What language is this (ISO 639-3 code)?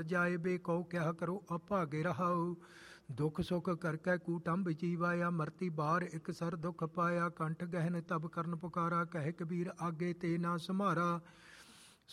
pan